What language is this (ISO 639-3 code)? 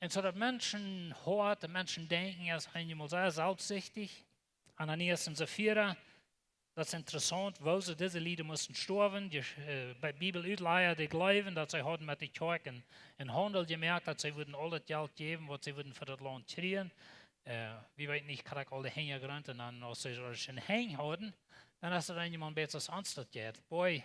pdt